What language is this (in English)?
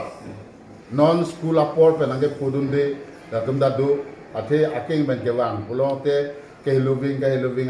Karbi